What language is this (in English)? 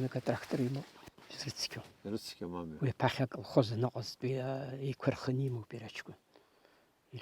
Abkhazian